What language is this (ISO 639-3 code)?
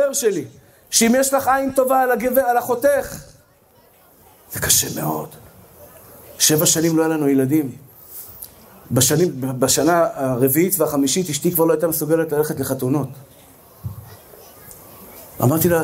heb